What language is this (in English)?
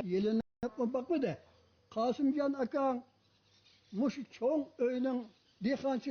Uyghur